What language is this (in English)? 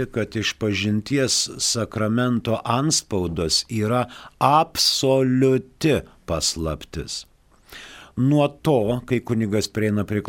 Lithuanian